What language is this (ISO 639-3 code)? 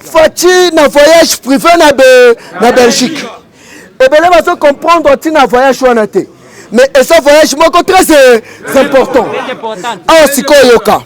lin